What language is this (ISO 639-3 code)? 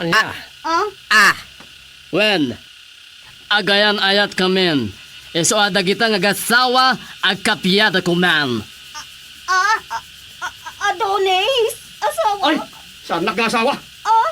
ilo